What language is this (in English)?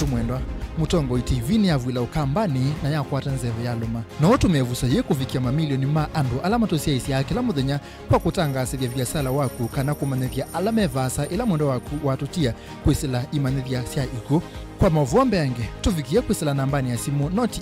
Kamba